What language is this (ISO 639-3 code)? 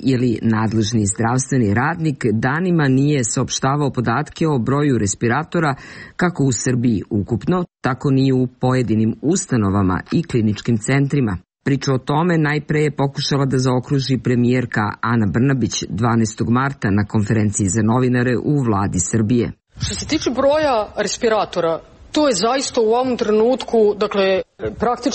srp